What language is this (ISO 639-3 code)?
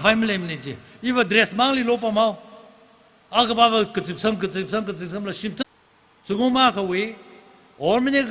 nmf